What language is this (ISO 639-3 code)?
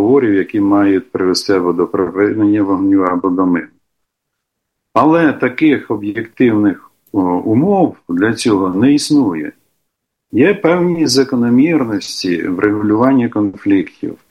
ukr